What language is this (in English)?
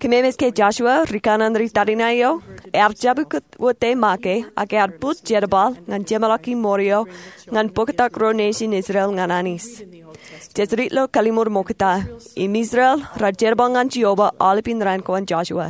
Marshallese